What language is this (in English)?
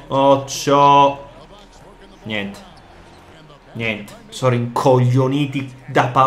Italian